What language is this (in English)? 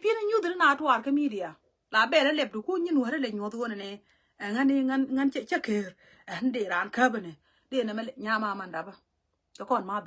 Nuer